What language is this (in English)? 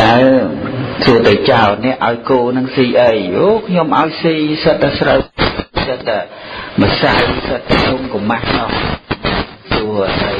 Khmer